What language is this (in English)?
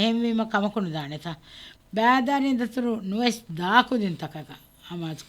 Divehi